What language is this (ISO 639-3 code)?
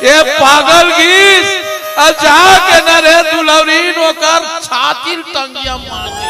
hne